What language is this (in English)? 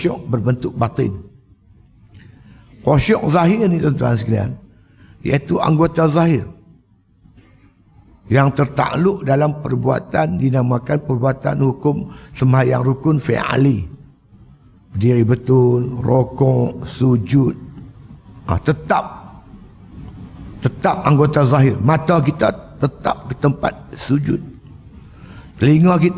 Malay